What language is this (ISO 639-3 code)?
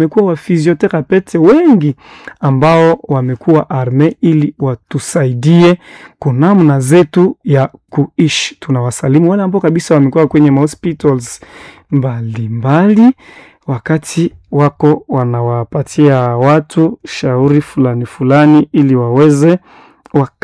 swa